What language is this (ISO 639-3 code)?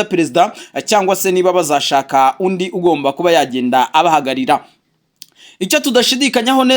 kin